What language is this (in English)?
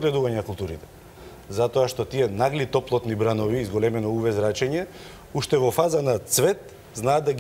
Macedonian